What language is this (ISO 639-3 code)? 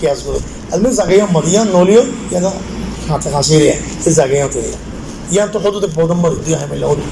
rhg